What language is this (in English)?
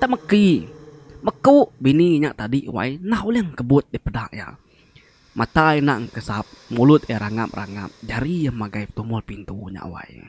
Iban